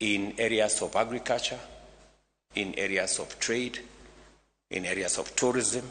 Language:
Luo (Kenya and Tanzania)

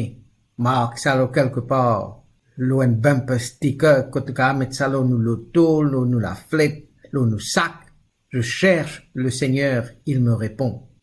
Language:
Morisyen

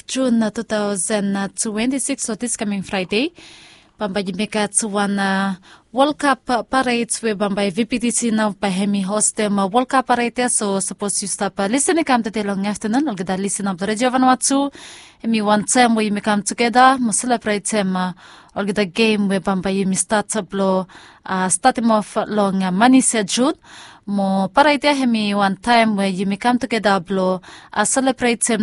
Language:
Bislama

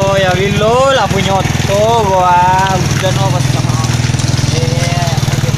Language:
Minangkabau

